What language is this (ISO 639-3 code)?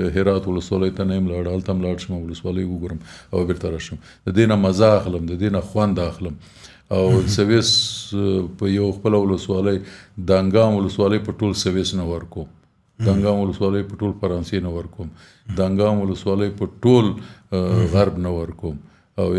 pus